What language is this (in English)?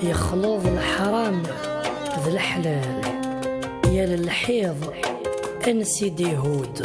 Kabyle